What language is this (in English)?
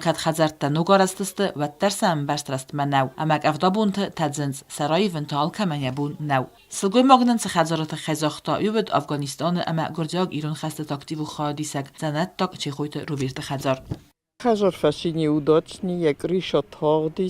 Ossetic